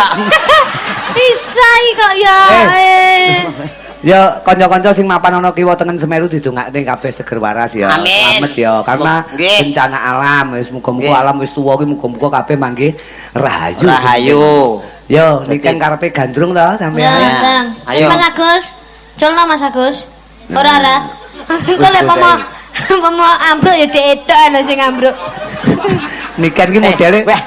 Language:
Javanese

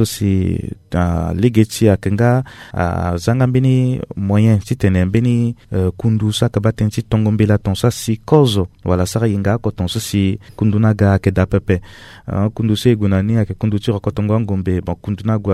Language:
Sango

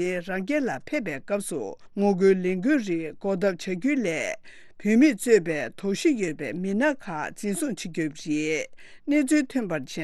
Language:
Tibetan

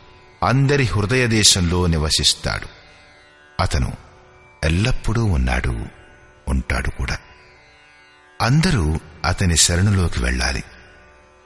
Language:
Telugu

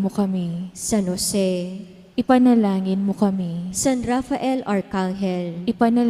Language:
Pampanga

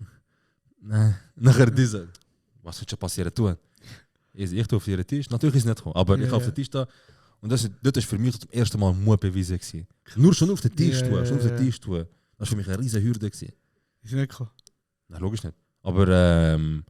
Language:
Swiss German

